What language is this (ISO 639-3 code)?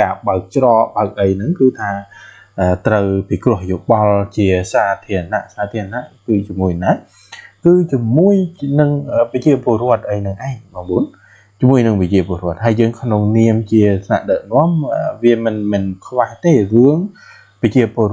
khm